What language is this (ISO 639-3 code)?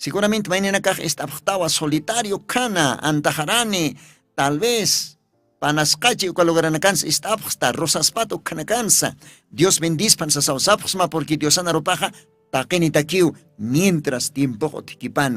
aym